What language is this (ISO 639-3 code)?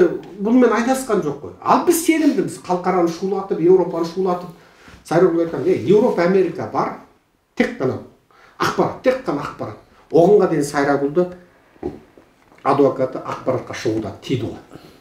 kaz